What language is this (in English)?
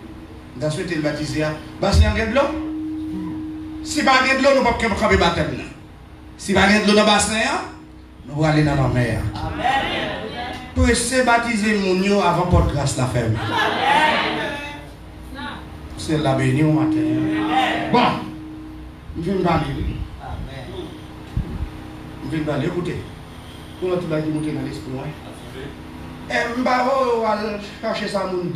French